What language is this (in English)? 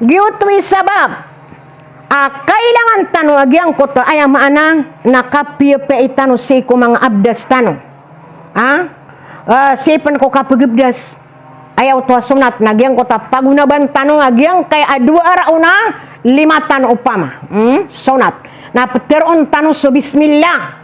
Maranao